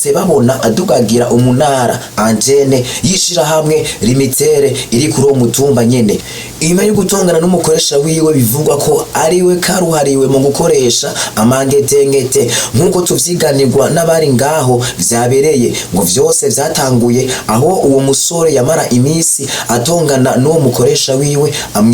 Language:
Rundi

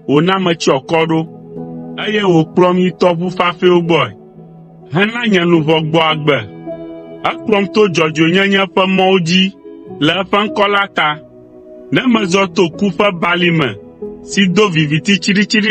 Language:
Ewe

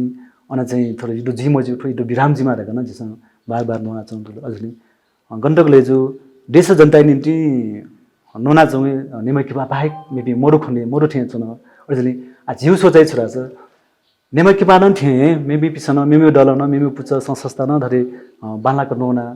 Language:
Newari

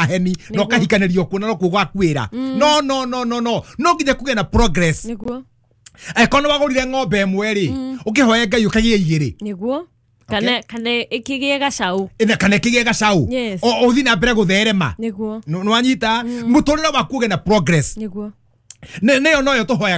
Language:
Kikuyu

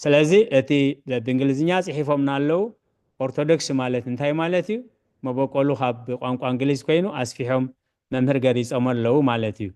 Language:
Tigrinya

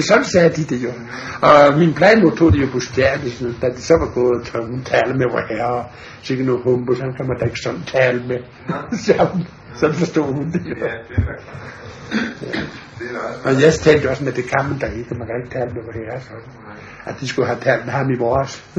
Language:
Danish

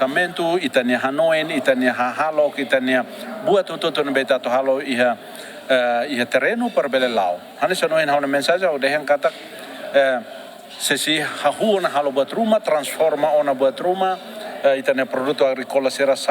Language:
Tetum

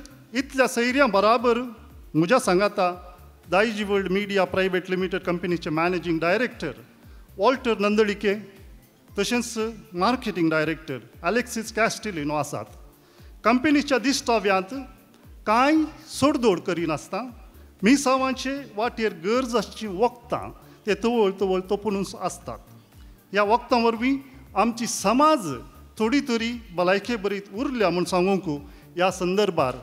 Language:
Konkani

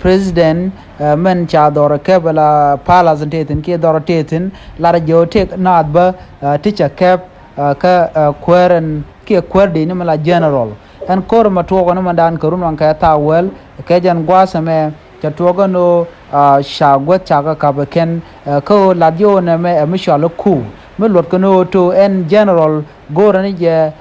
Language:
Nuer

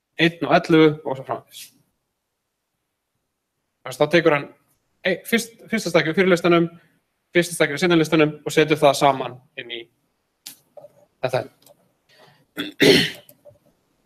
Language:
Icelandic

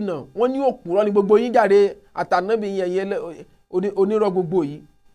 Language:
Yoruba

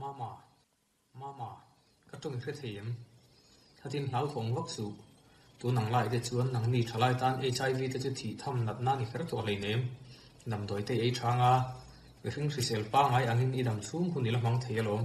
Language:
Mizo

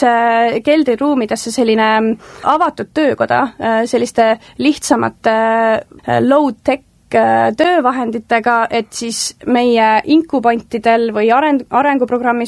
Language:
Estonian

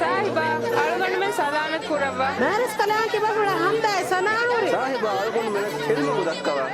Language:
Divehi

